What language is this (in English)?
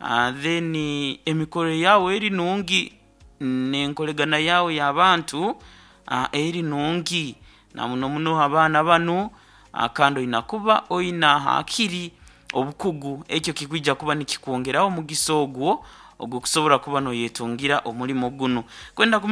Nyankole